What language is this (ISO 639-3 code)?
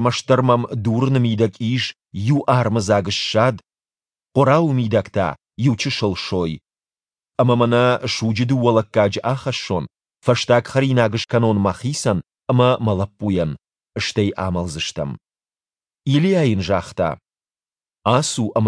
oss